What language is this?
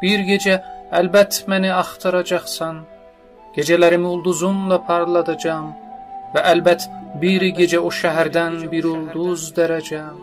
South Azerbaijani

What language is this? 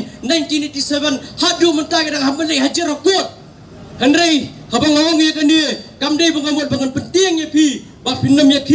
Khasi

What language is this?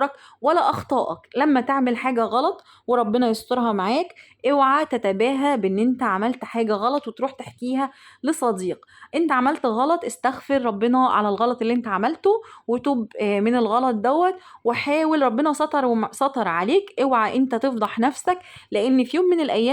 Egyptian Arabic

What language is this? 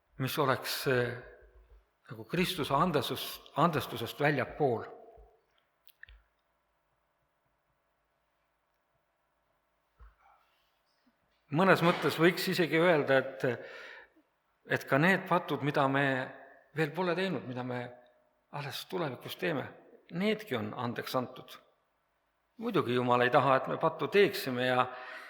Estonian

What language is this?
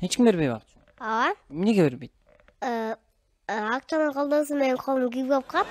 Kyrgyz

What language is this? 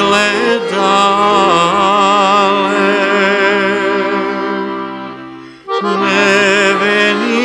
Serbian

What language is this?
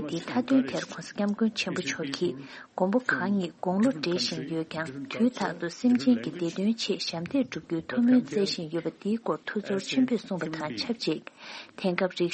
Tibetan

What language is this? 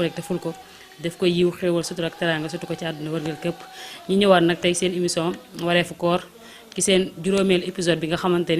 Wolof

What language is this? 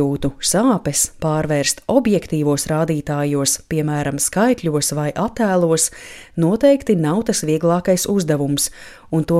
Latvian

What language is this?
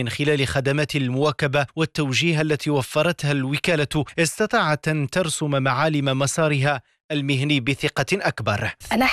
Arabic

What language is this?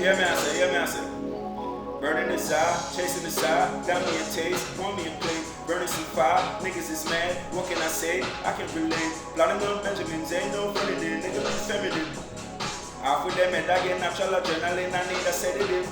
Jamaican Creole English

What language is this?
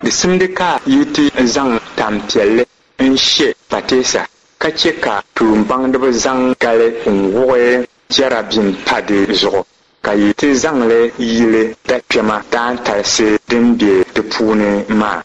Dagbani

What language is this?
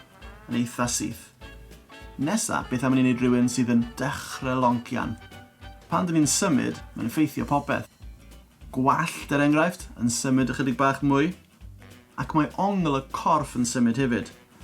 Welsh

